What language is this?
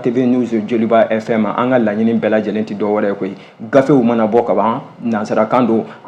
Bambara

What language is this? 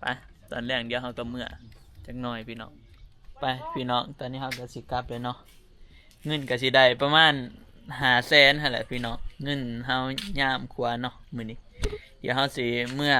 Lao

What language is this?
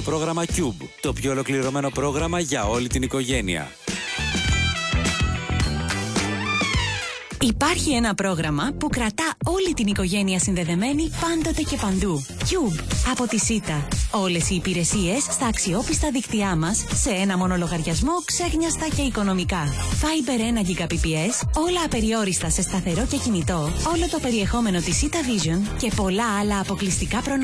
Greek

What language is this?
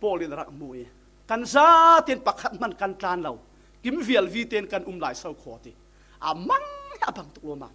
Falam Chin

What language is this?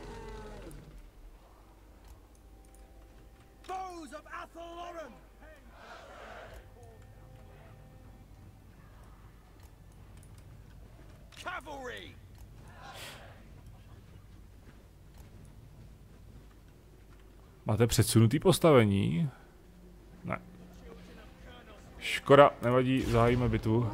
Czech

